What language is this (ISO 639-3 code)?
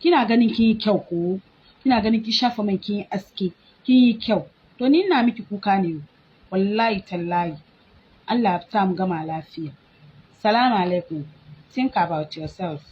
hau